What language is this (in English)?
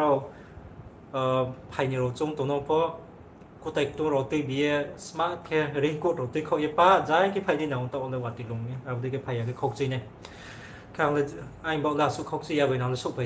Riang (India)